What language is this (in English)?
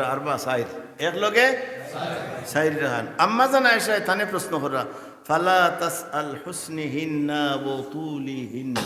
Sylheti